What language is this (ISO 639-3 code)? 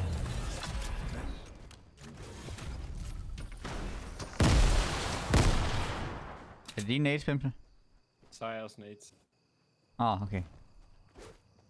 dan